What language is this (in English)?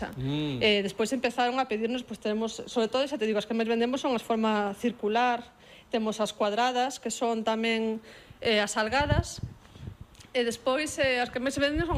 Galician